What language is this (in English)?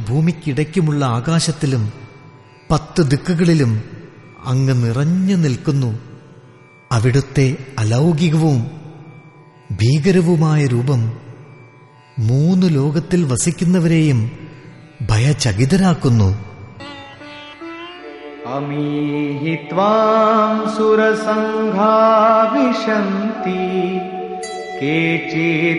Malayalam